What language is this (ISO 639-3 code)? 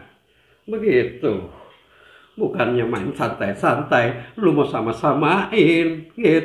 bew